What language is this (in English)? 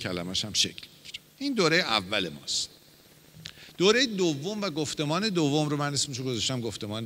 Persian